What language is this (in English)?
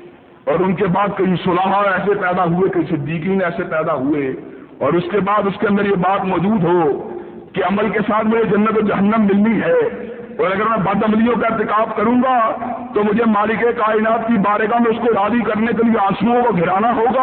Urdu